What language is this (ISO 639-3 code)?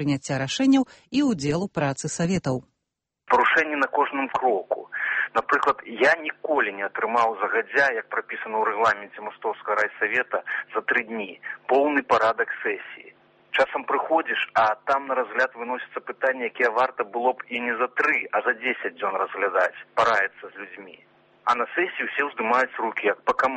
bel